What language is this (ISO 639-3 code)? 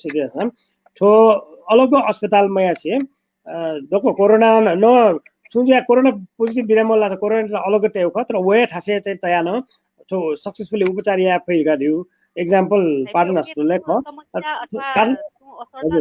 new